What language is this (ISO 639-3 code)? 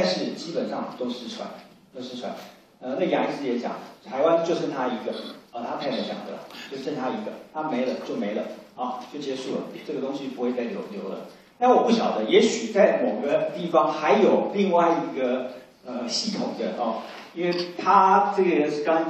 zho